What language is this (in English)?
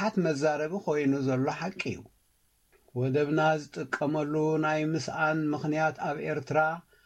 Tigrinya